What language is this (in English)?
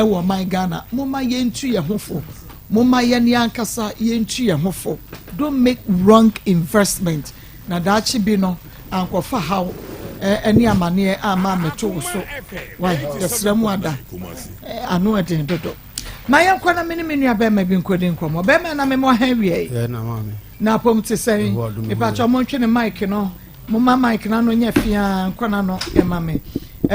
Akan